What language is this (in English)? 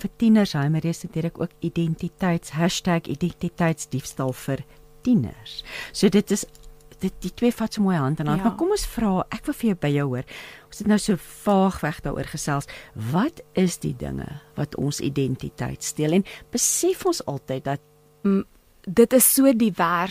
Afrikaans